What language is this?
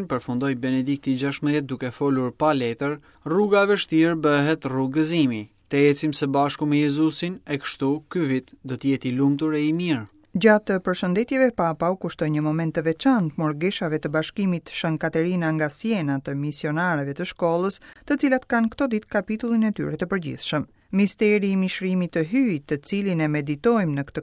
Albanian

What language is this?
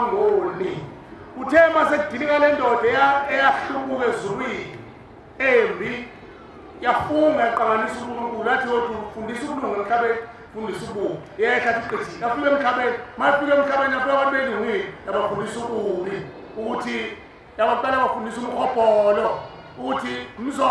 Zulu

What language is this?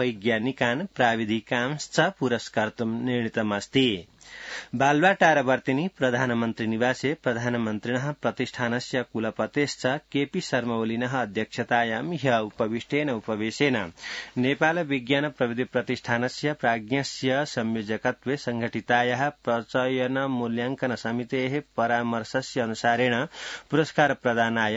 Sanskrit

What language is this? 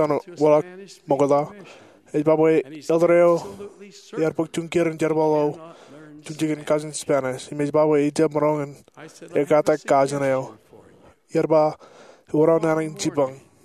Marshallese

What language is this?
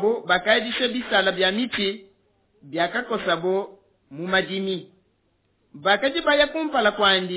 Luba-Lulua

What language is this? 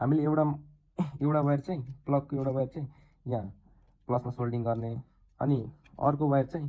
Nepali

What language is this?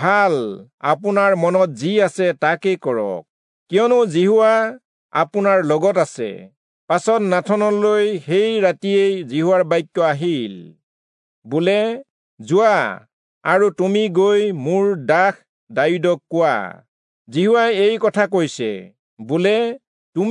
Assamese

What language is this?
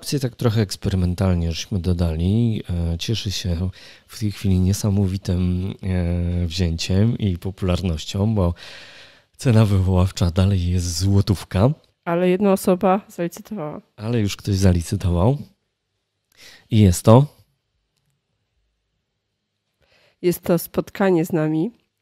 Polish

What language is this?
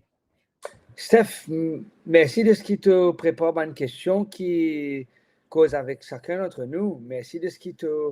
Morisyen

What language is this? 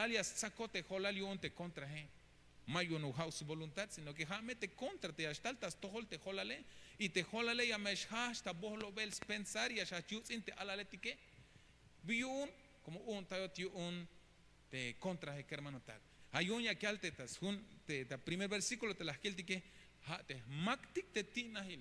Tzeltal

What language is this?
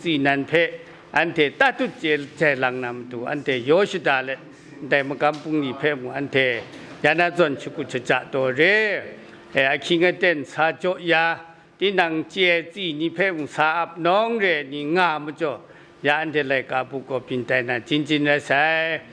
Kachin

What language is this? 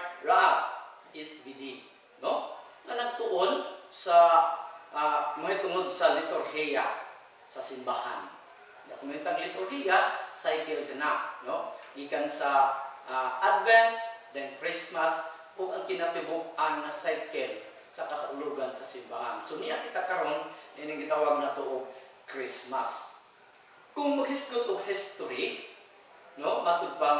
Cebuano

